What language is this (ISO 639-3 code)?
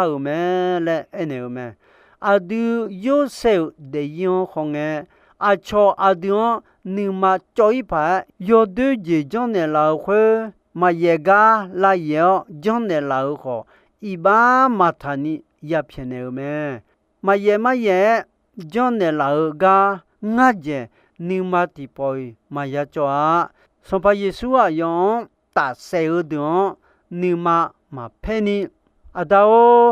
ahk